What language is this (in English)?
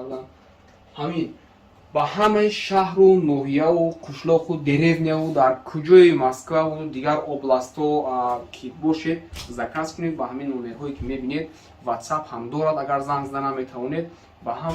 Tajik